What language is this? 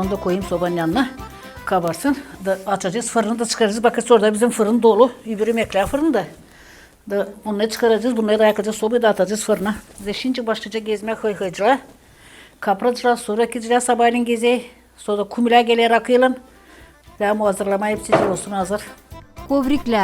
Gagauz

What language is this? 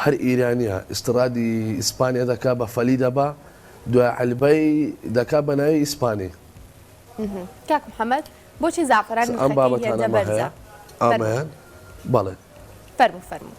Central Kurdish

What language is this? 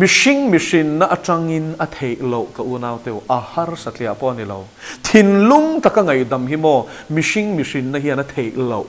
Mizo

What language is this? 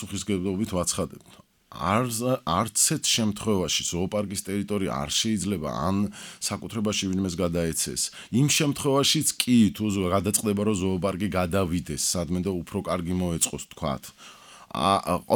Georgian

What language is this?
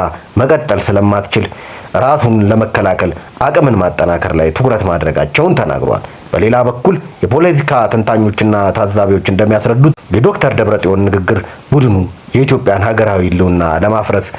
Amharic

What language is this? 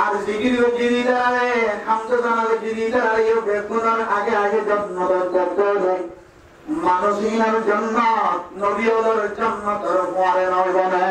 Rohingya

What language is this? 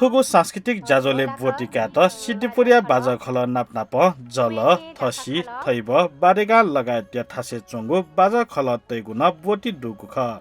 Newari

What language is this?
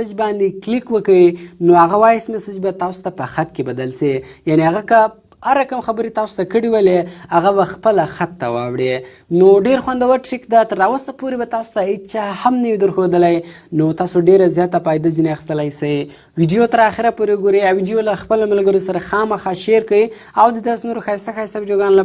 Pashto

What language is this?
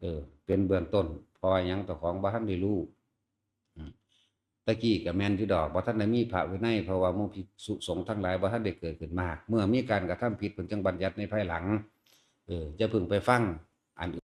Northeastern Thai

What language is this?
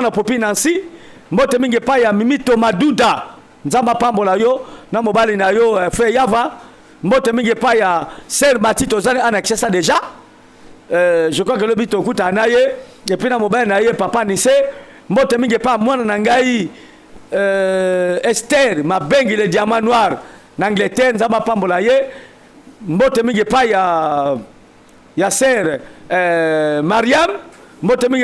Lingala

